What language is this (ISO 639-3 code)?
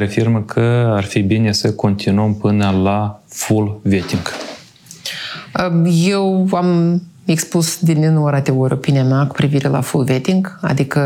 ron